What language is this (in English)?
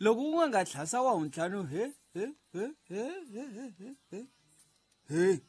Tsonga